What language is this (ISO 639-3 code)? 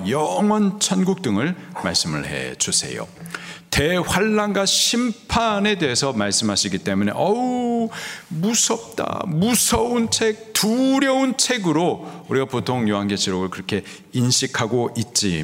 kor